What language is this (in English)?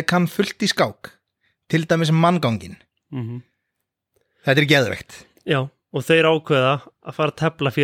Icelandic